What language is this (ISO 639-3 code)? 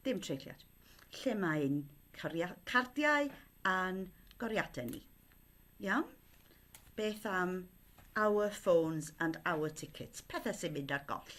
cym